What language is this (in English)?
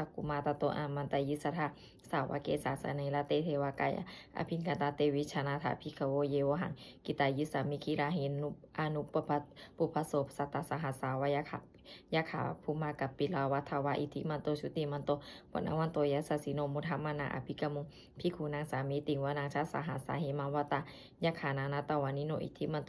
Pali